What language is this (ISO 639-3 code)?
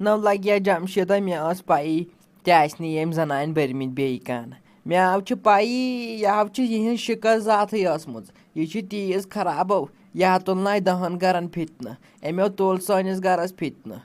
kas